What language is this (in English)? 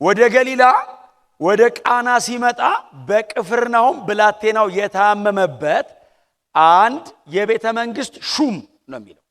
Amharic